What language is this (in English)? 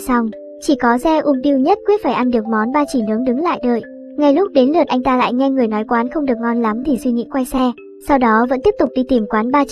Vietnamese